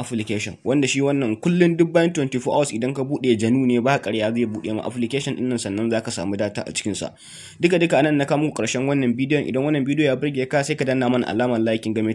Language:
Hausa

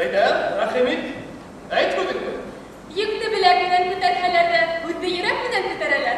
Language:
Bashkir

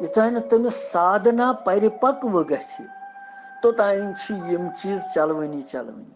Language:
Kashmiri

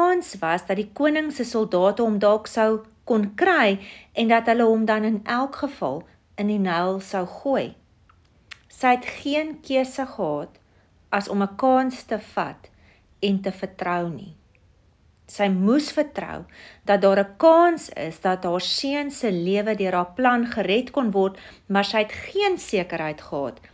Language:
Afrikaans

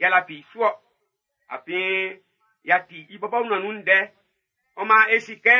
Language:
Baoulé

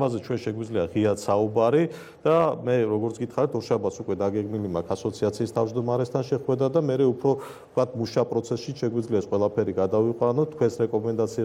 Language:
Georgian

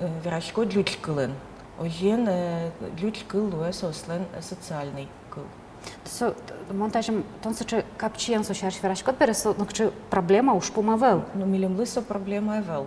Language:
Udmurt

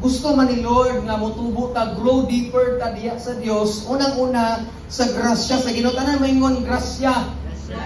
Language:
Cebuano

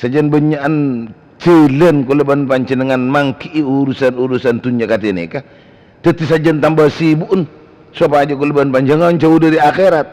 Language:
Madurese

